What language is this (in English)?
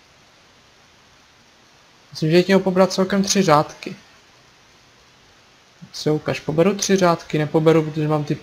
Czech